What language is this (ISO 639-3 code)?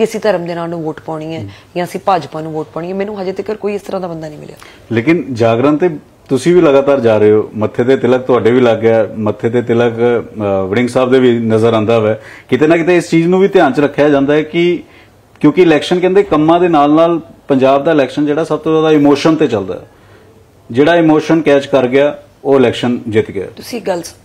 pan